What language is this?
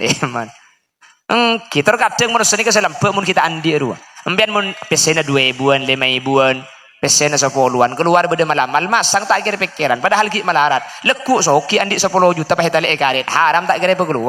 Madurese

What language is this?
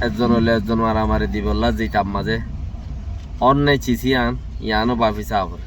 Rohingya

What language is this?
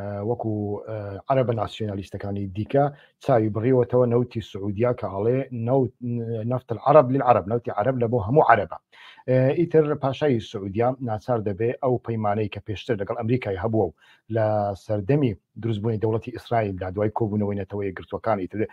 Central Kurdish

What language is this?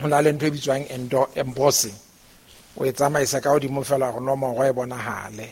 Southern Sotho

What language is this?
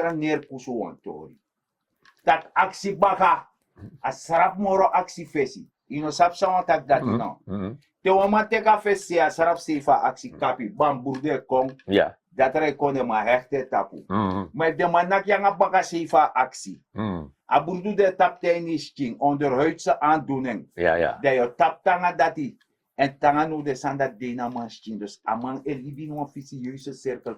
Sranan Tongo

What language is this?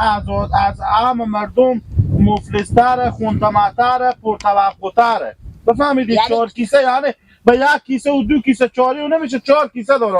Hazaragi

